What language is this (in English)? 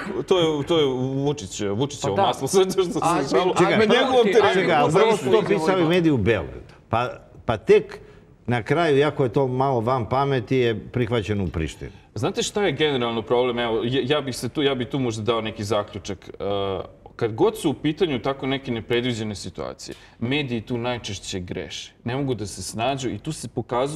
Serbian